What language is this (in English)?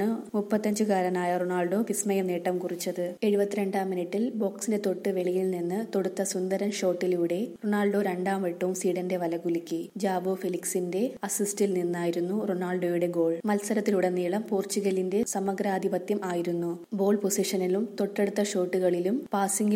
Malayalam